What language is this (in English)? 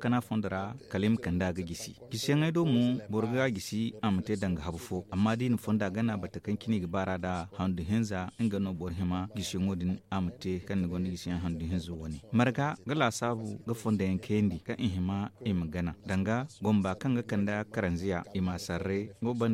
Zarma